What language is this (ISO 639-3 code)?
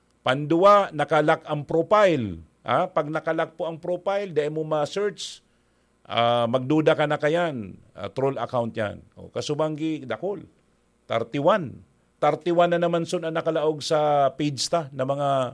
bik